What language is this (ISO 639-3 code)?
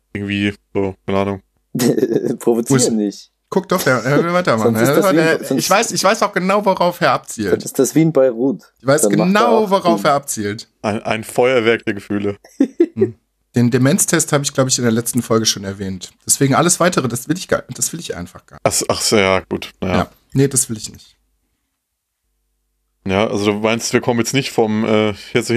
deu